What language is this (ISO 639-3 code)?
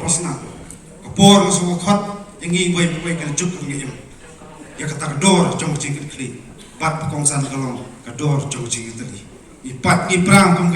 kha